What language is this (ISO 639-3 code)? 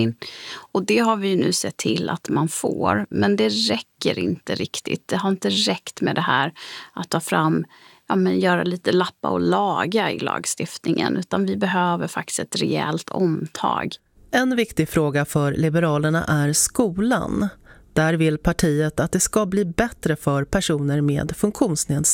swe